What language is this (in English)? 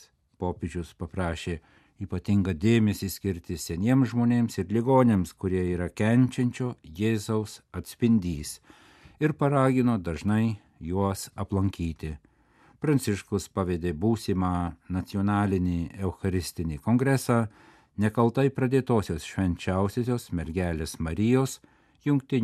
Lithuanian